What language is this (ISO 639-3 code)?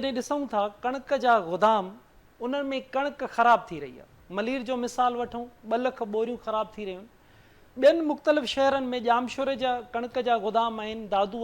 snd